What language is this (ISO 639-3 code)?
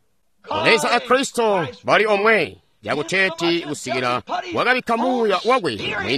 toi